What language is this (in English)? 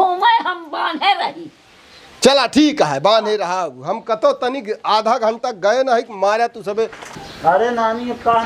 Awadhi